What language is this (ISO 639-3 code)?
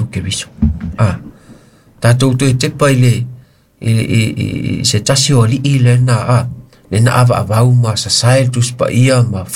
smo